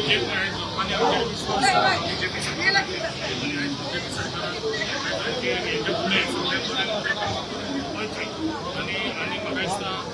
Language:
Konkani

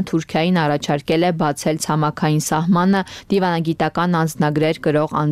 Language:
Armenian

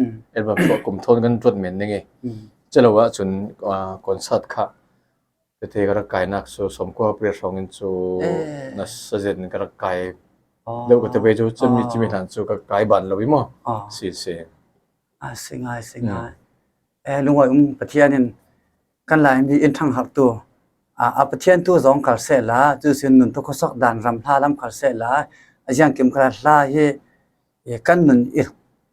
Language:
Falam Chin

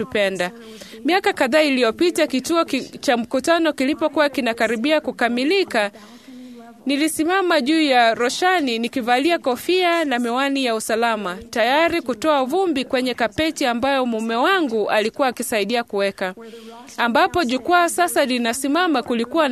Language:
Swahili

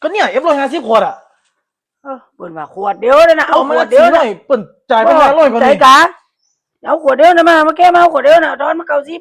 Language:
Northeastern Thai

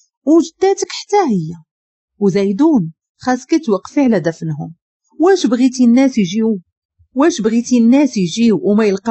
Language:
Moroccan Arabic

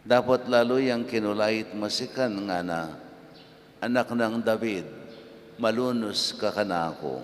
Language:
Pampanga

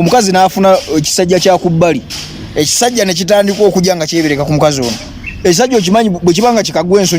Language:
Ganda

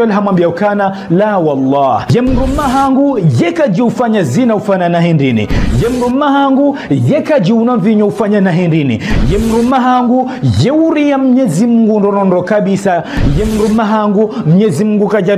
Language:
Ngazidja Comorian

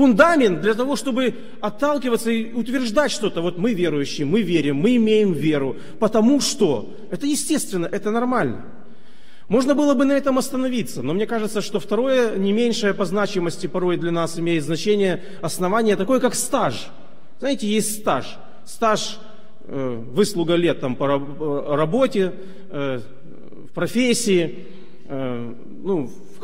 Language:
Russian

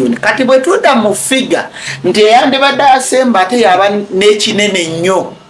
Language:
Ganda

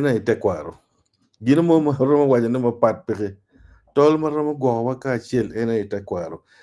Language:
Acoli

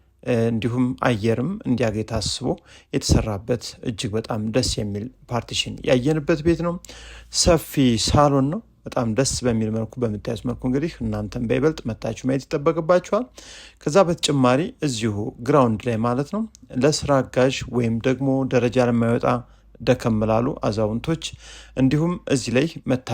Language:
Amharic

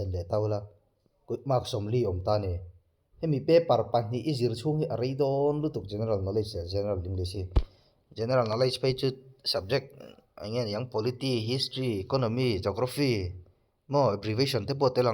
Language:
Mizo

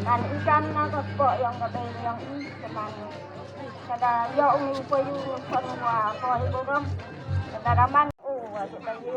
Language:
Khasi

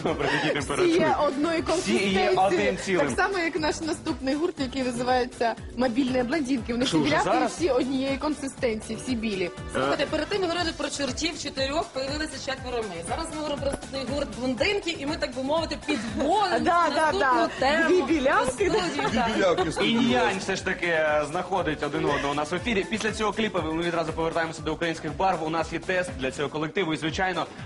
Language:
Ukrainian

